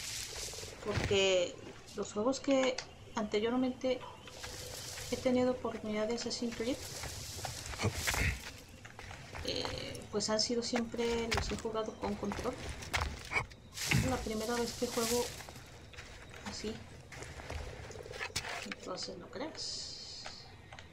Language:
Spanish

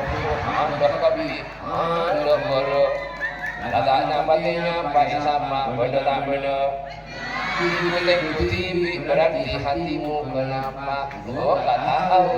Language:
Madurese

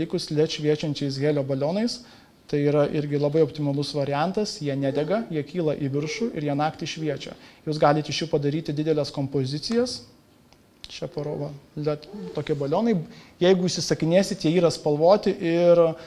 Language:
Lithuanian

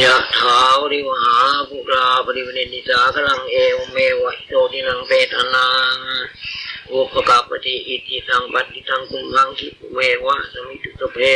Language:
Pali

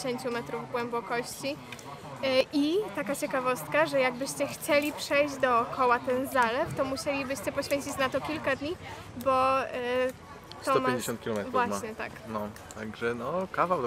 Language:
Polish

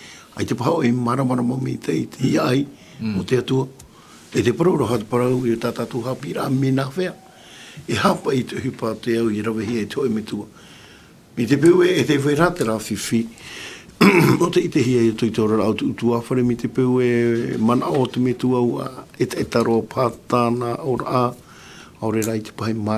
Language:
Tahitian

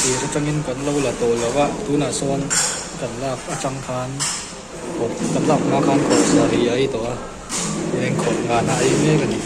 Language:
Mizo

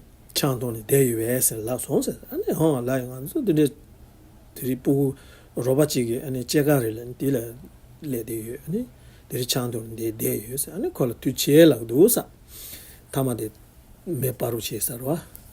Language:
Tibetan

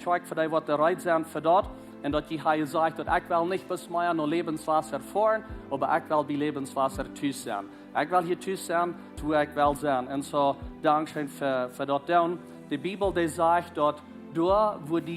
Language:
Plautdietsch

